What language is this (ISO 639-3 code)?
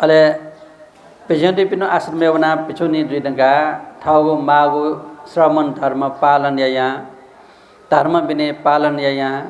new